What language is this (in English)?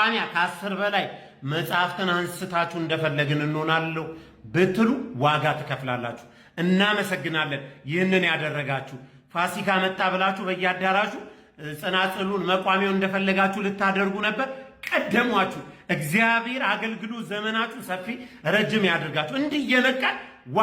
Amharic